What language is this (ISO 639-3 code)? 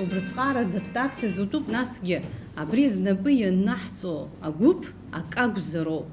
abk